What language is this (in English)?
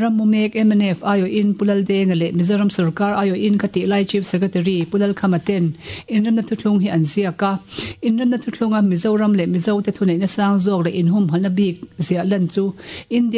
Mizo